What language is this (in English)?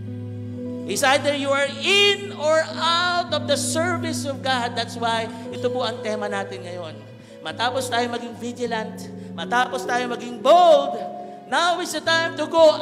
Filipino